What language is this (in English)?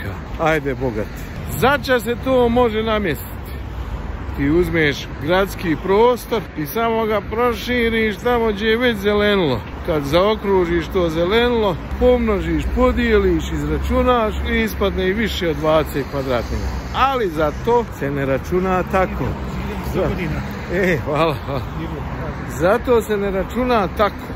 Bosnian